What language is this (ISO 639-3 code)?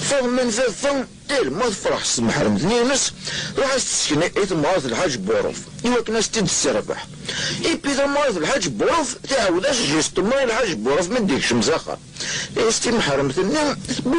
kab